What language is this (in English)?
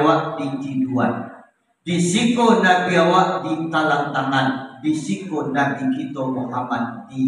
Minangkabau